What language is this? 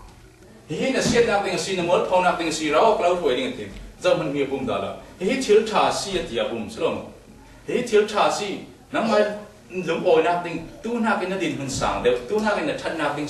Falam Chin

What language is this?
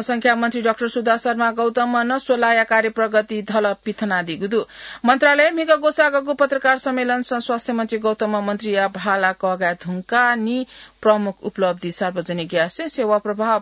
Newari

